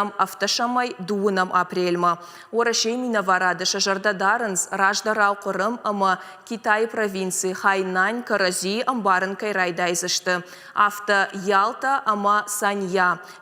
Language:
Ossetic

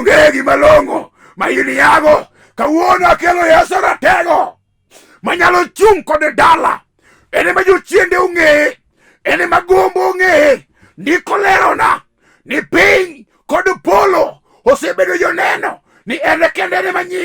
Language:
Luo (Kenya and Tanzania)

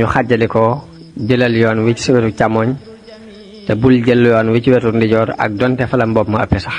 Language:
Wolof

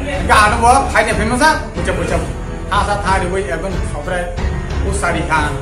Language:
Kok Borok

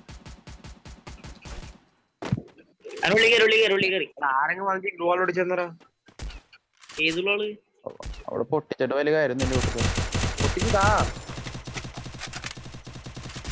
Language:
Malayalam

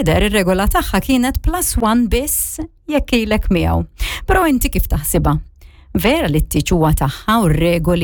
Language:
Maltese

